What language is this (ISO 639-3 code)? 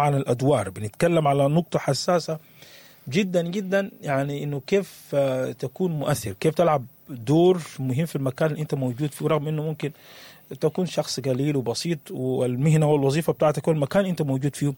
apd